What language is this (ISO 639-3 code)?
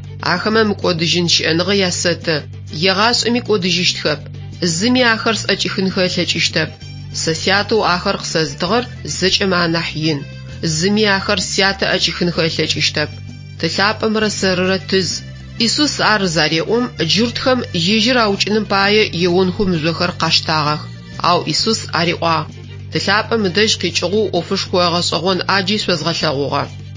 ady